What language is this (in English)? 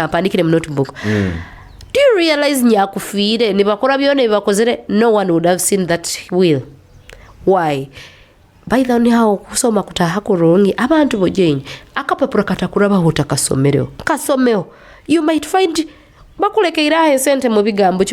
Nyoro